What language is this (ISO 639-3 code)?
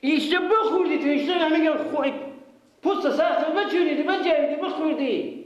fas